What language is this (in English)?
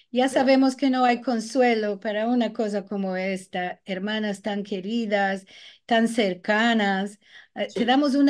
Ladino